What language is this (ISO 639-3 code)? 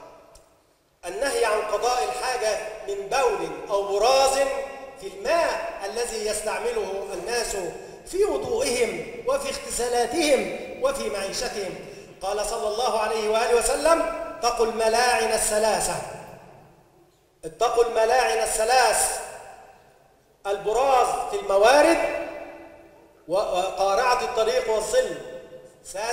ara